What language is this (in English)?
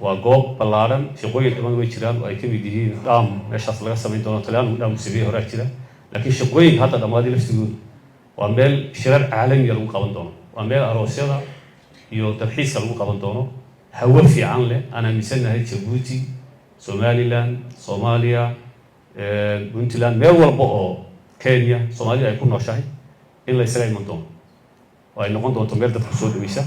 Somali